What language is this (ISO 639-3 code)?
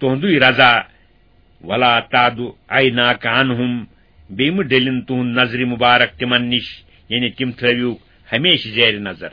kas